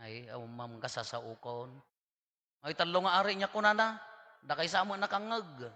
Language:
Iloko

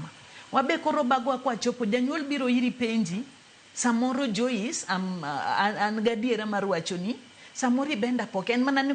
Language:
Luo (Kenya and Tanzania)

